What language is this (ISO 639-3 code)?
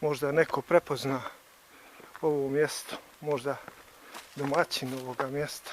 bos